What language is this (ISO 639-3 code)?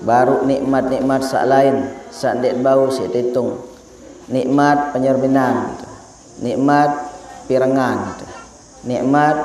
sas